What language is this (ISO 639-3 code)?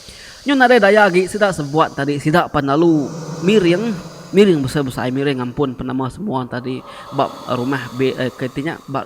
iba